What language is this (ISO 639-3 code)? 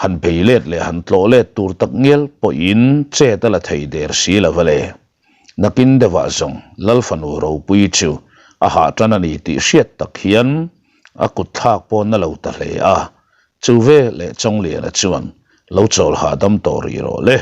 lus